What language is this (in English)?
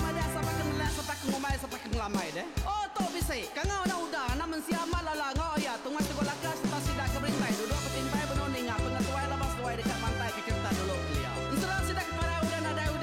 Iban